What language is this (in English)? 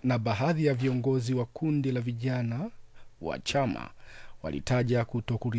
Swahili